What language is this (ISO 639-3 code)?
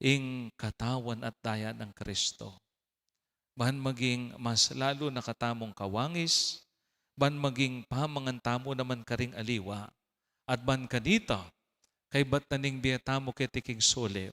pam